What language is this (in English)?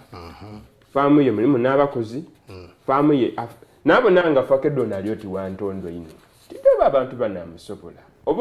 Soga